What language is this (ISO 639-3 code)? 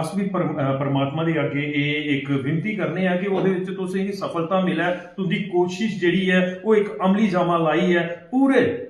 doi